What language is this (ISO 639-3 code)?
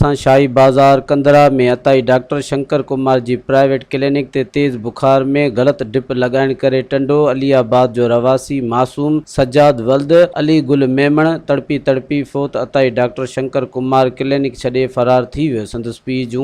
snd